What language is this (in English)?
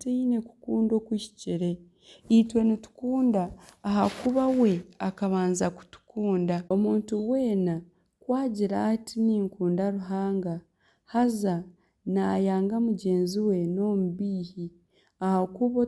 Nyankole